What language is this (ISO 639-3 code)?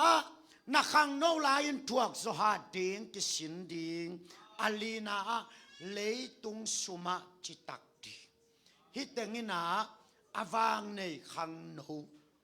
ctd